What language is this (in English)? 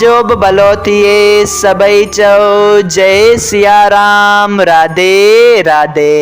Sindhi